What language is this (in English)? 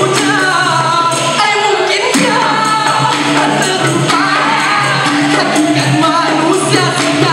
Malay